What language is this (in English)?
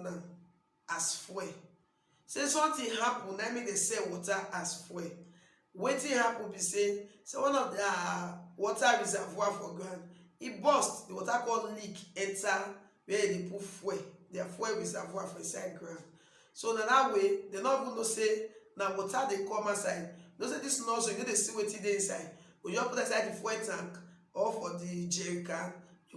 Nigerian Pidgin